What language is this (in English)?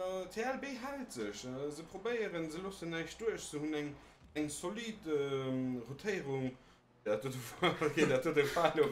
Luxembourgish